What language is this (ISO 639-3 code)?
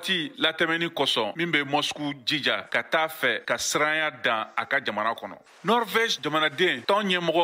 bam